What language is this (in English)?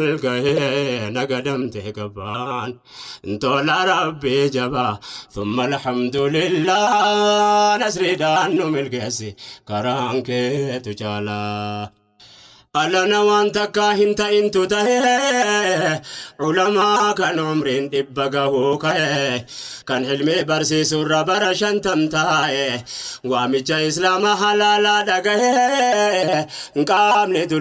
Oromo